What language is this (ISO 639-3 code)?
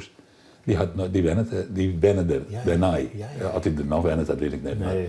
fry